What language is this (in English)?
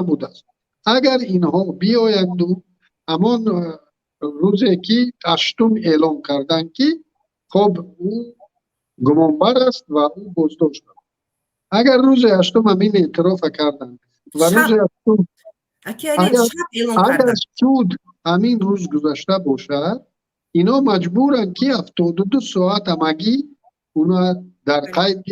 Tajik